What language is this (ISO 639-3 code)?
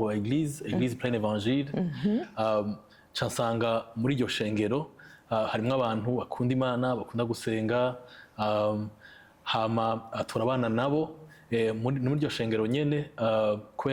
run